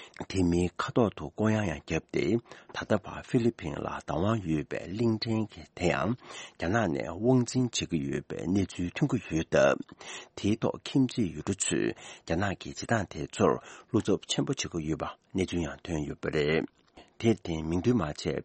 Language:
Tibetan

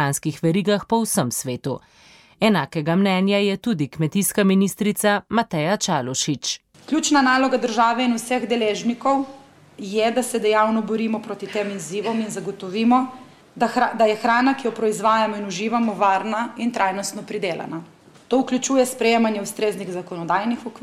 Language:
Slovenian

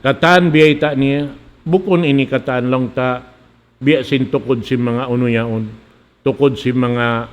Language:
Tausug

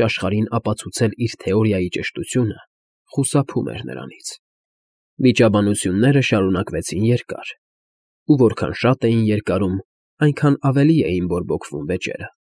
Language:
Armenian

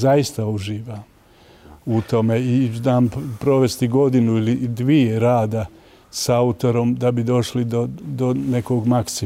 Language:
Bosnian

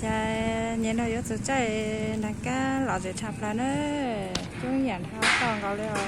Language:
Hmong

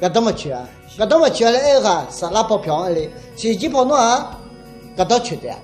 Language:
Akha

